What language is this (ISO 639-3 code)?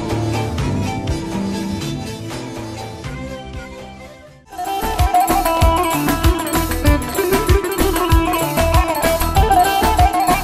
tur